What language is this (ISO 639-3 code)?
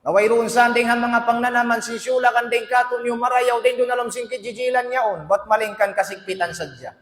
tsg